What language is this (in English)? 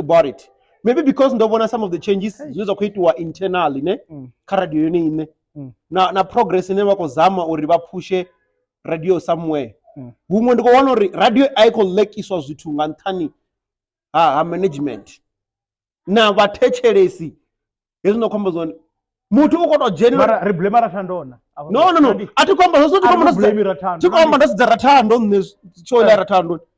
Venda